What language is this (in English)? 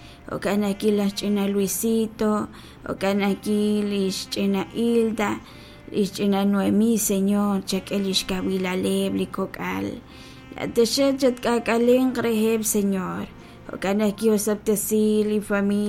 Kekchí